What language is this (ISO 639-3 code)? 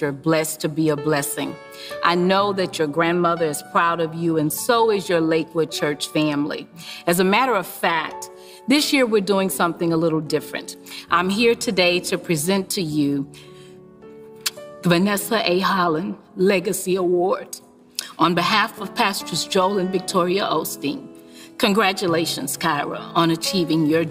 eng